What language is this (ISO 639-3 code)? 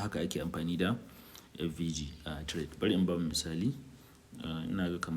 hau